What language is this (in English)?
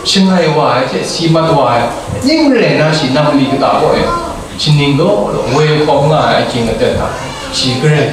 Kachin